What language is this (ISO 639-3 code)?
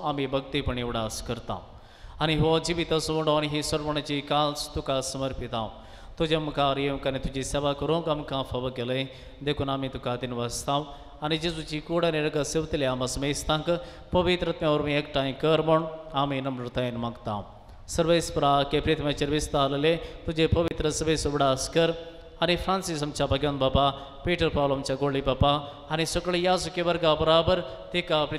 kok